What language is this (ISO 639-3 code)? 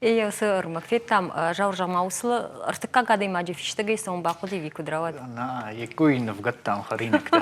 oss